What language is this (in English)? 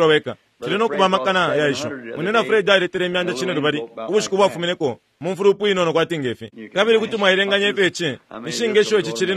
Bemba